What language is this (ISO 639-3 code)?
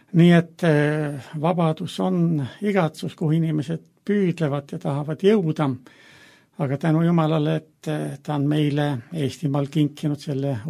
est